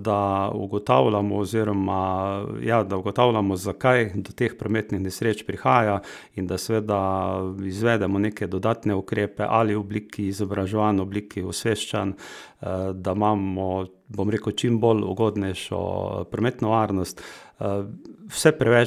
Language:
Slovenian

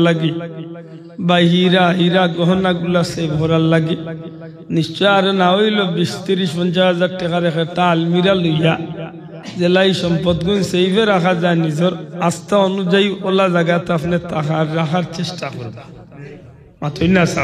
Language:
Sylheti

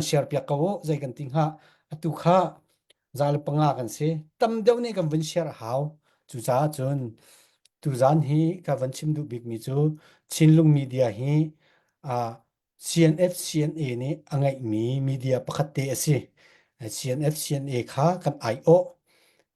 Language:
Falam Chin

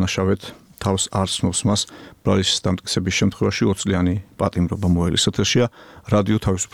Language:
Georgian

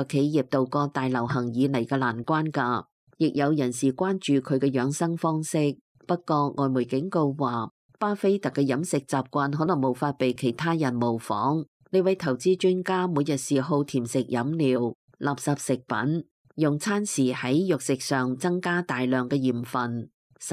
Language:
Cantonese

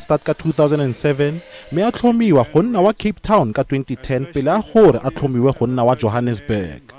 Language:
Tswana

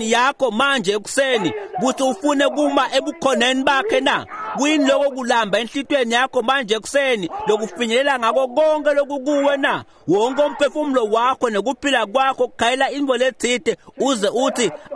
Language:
Swati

